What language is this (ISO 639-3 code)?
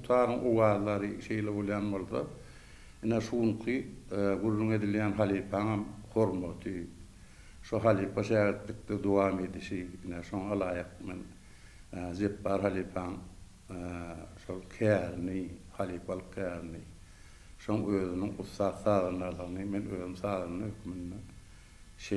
tuk